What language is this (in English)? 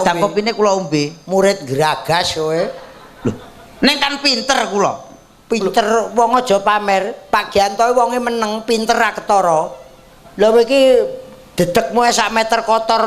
Javanese